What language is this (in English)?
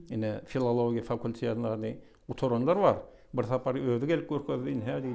Turkmen